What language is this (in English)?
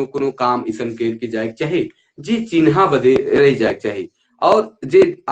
Sadri